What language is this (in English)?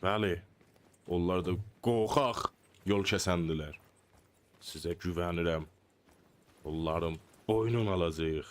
South Azerbaijani